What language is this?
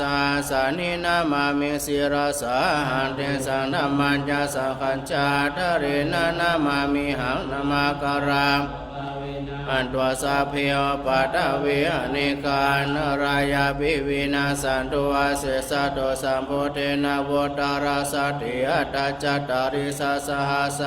Pali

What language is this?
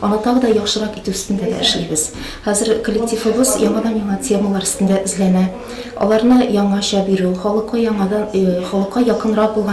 Tatar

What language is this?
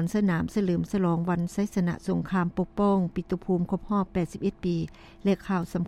Lao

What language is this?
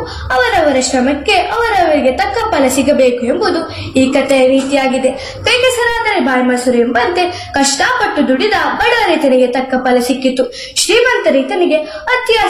Kannada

